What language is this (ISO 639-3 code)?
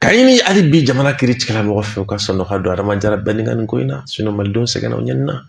bam